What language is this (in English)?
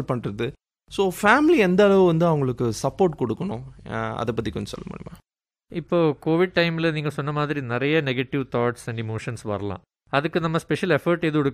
Tamil